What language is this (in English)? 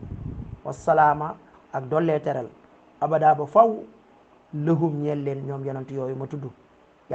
Wolof